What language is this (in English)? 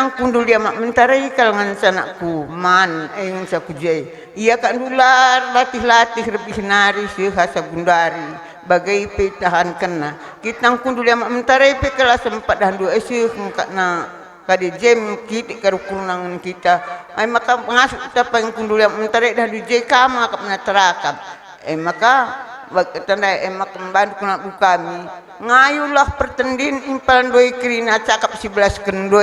Batak Karo